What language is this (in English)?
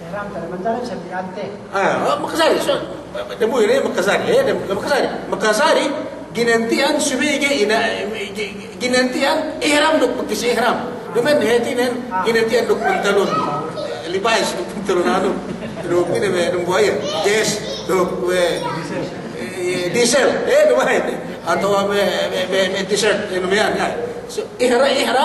Yakan